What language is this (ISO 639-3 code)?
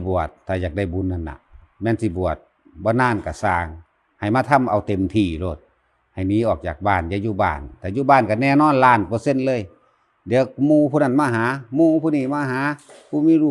tts